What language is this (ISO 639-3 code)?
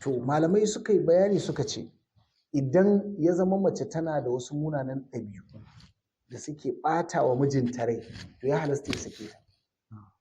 hau